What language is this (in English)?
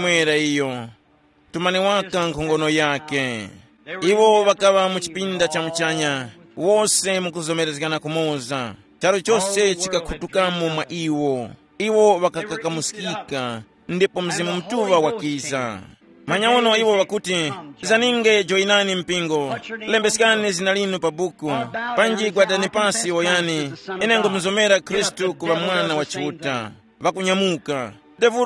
Tumbuka